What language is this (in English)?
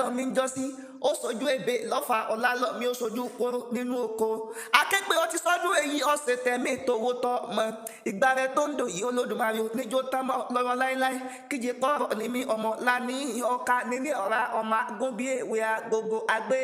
Yoruba